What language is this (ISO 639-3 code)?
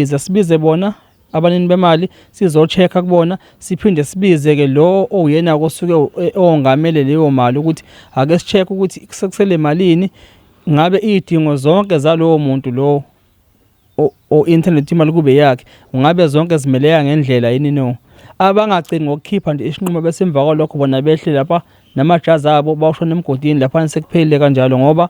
zul